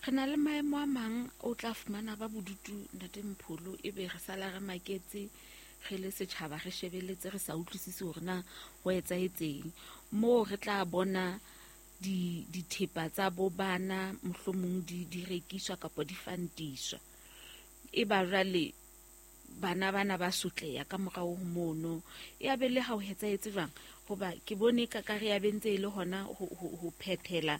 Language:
Southern Sotho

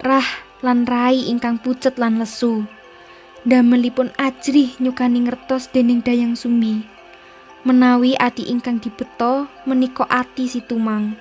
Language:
Javanese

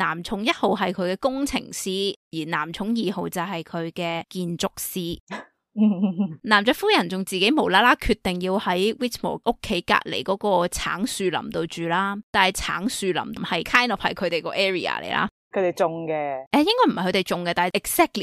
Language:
Cantonese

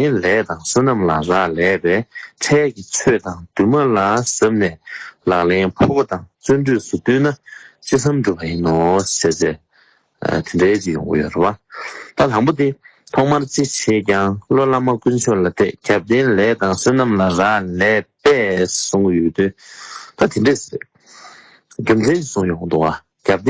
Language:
Tibetan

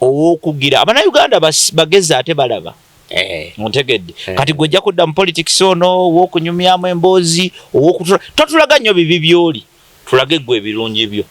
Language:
Ganda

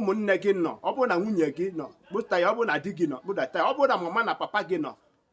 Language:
Igbo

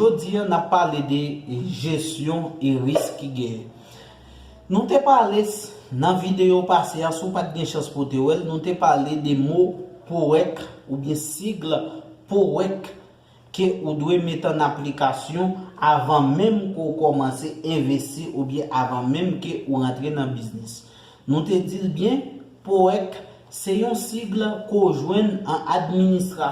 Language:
Haitian Creole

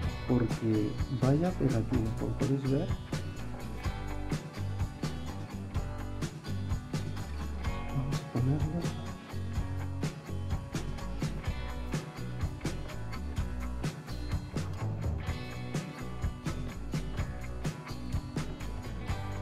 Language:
Spanish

